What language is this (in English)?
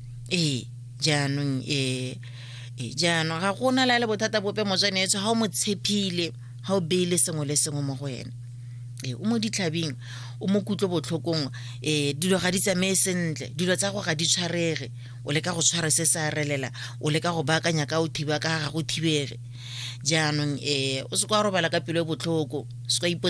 Tswana